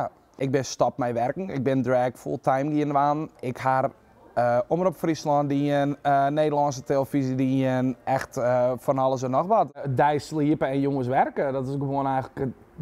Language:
Western Frisian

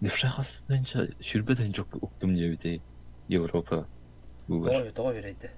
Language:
Yakut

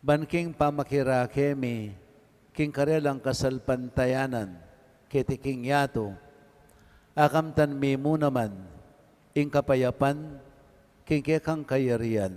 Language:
Pampanga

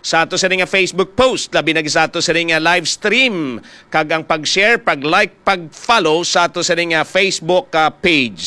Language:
Hiligaynon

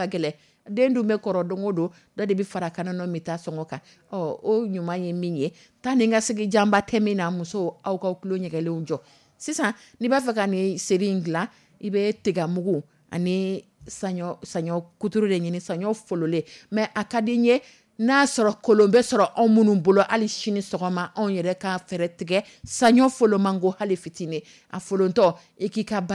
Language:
Dyula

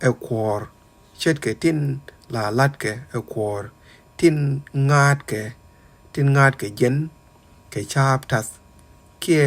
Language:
Nuer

